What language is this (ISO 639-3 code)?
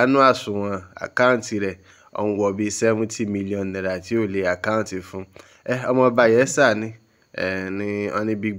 yor